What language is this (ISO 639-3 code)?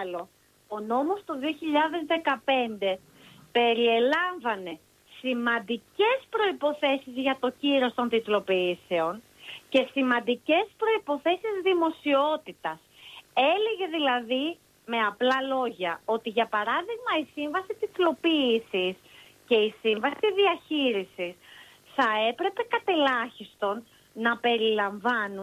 ell